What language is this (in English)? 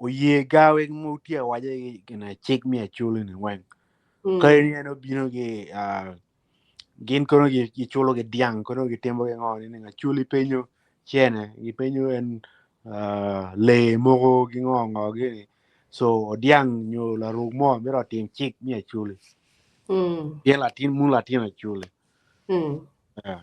Acoli